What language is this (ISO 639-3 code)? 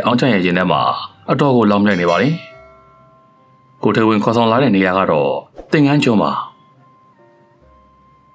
mya